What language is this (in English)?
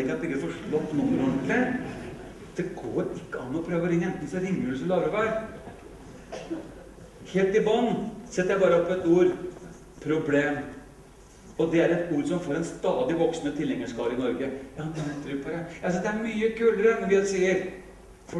Norwegian